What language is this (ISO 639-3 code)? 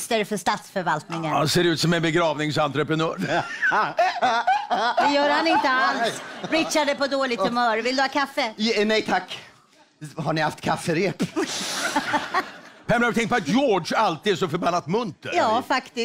swe